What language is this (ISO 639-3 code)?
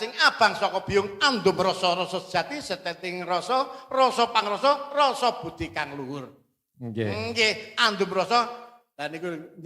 jav